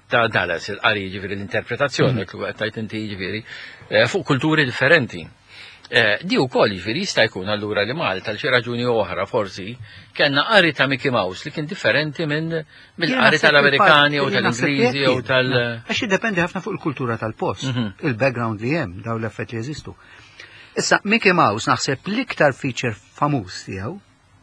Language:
Maltese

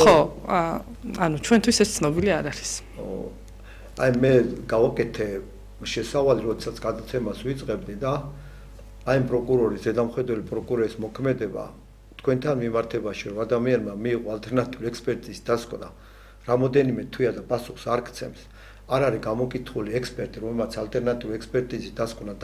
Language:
Georgian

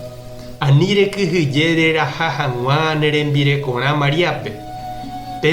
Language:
Guarani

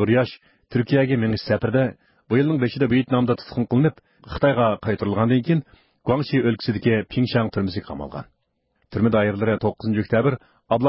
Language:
Uyghur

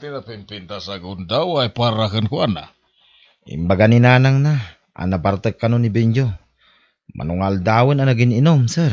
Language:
Iloko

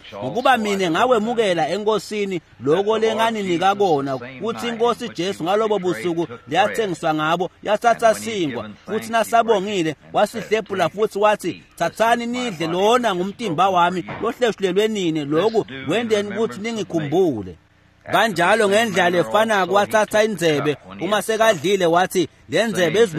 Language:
Swati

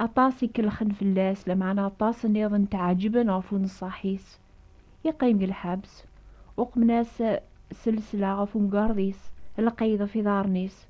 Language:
Kabyle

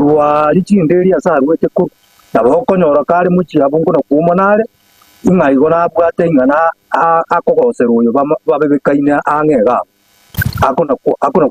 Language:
Gusii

